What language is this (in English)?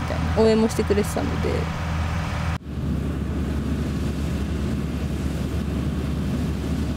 Japanese